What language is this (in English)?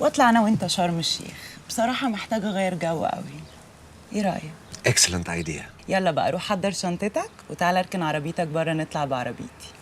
Egyptian Arabic